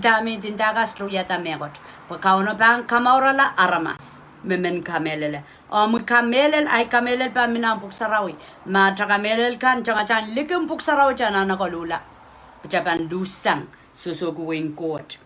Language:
Pohnpeian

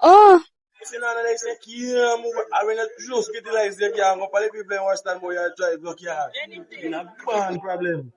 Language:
Jamaican Creole English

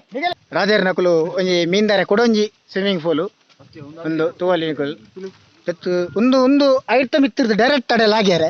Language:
Tulu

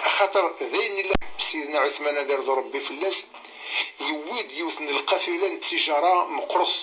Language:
Kabyle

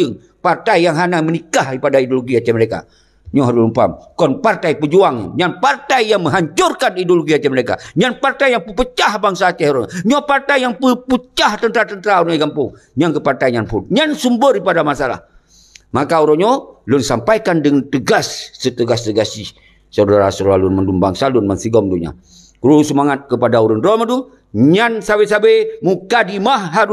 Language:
Achinese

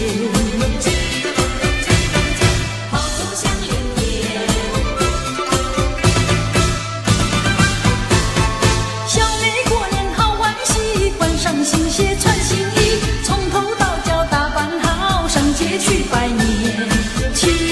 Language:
Chinese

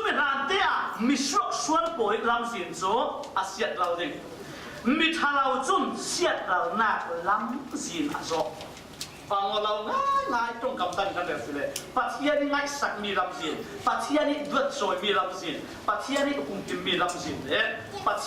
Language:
Falam Chin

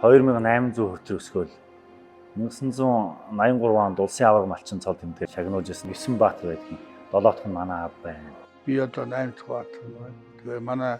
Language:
Mongolian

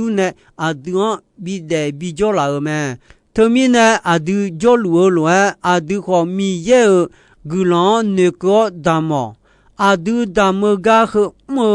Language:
Akha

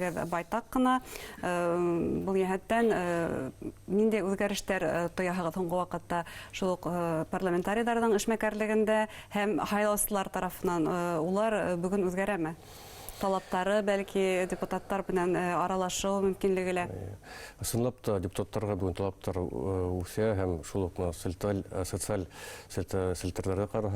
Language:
Bashkir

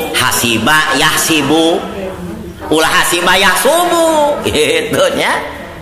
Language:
Sundanese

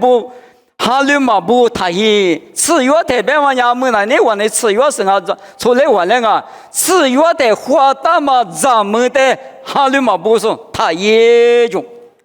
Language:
Lisu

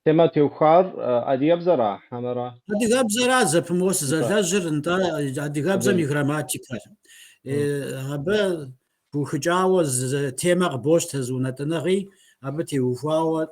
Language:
Kabardian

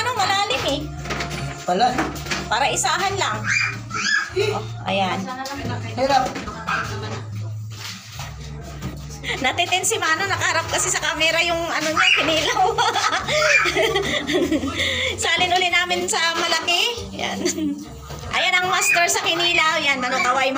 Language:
Filipino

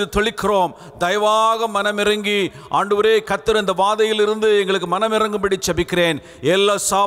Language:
Tamil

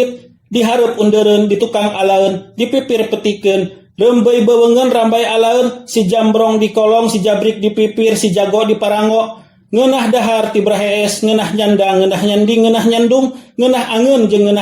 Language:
Sundanese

